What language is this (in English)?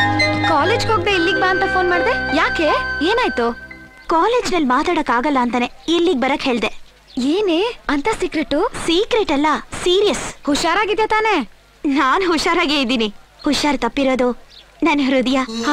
Kannada